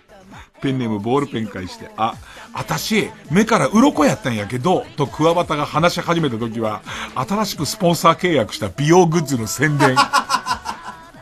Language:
Japanese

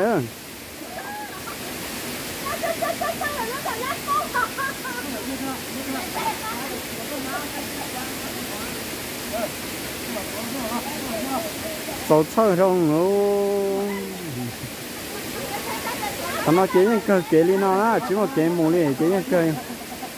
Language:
Vietnamese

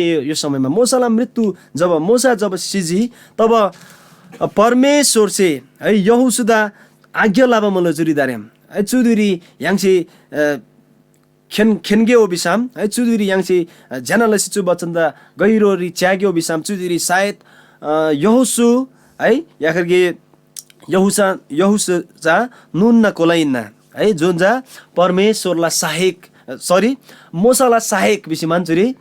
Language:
Eastern Tamang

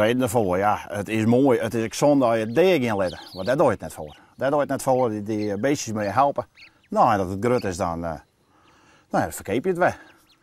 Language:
Western Frisian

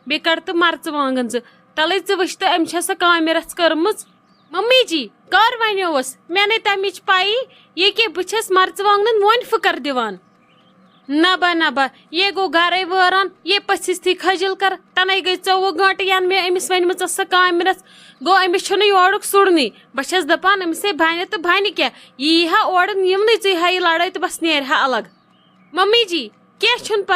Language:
Kashmiri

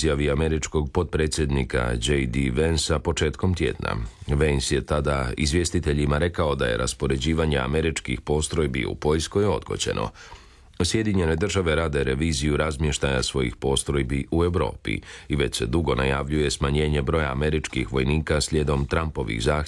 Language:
Croatian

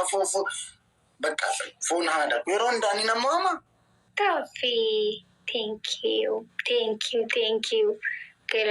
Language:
Oromo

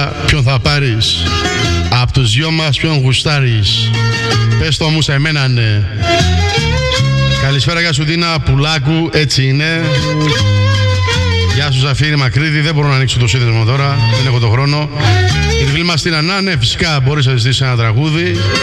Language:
Greek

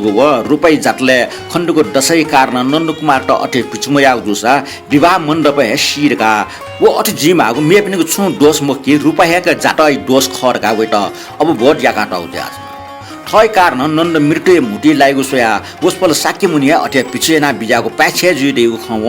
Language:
Newari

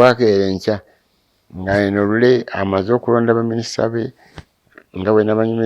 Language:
Ganda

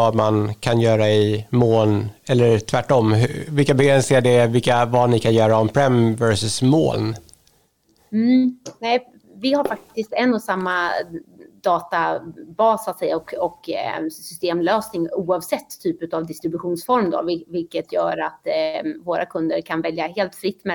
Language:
Swedish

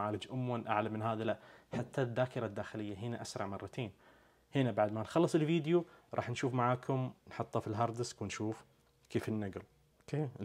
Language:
Najdi Arabic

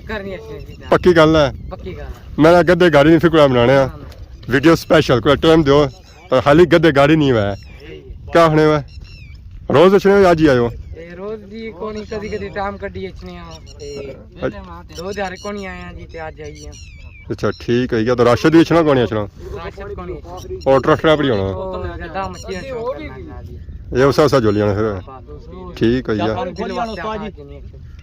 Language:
Pahari-Potwari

